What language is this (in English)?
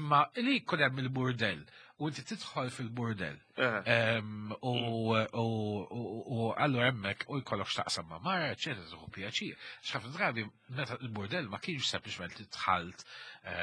Maltese